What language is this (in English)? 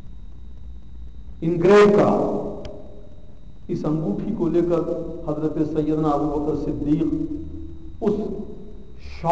Urdu